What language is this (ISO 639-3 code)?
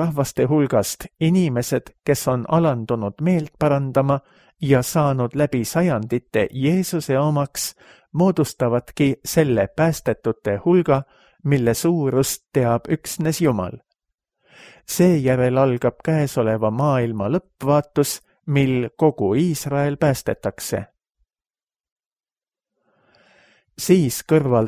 est